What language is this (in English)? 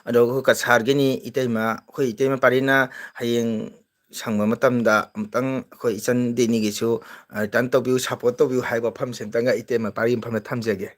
Manipuri